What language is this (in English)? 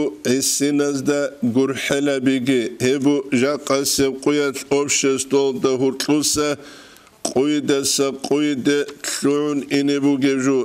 Avaric